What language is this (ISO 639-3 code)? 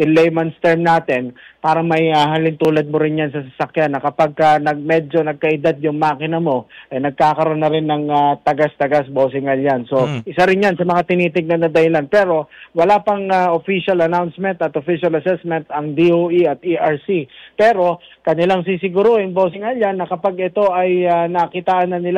fil